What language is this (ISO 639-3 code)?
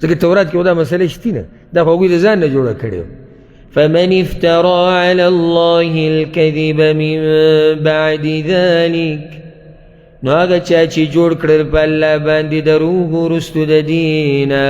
pus